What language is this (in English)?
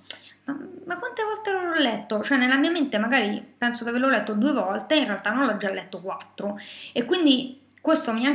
Italian